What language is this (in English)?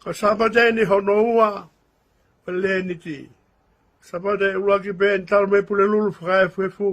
Tongan